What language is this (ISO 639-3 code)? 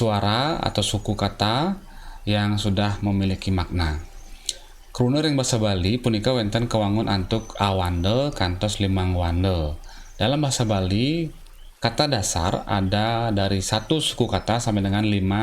ban